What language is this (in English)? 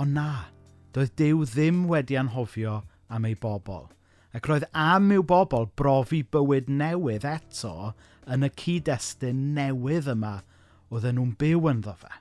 Welsh